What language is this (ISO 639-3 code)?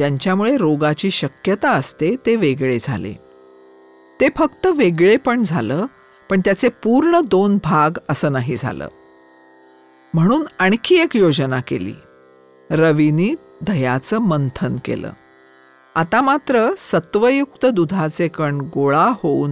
mar